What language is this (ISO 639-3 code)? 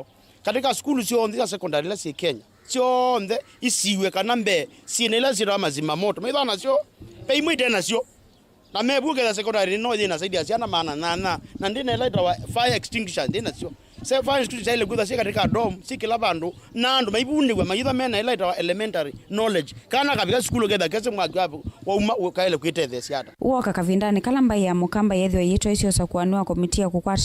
kam